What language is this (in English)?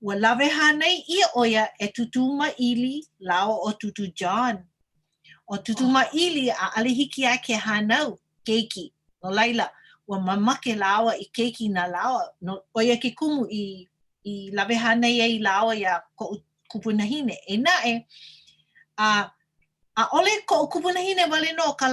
Hawaiian